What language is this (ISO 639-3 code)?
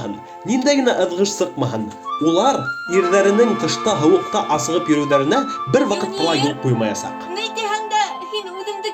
bak